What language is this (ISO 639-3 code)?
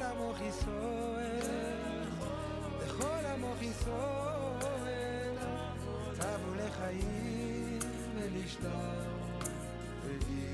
yid